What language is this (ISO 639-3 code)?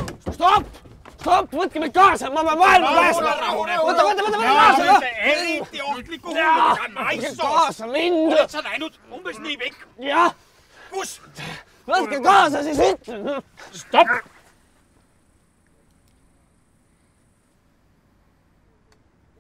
est